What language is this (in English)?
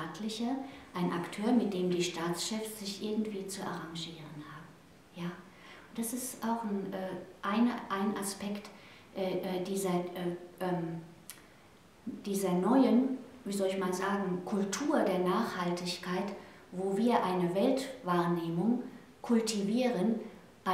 German